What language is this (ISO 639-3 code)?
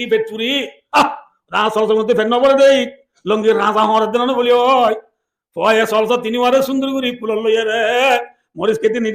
rhg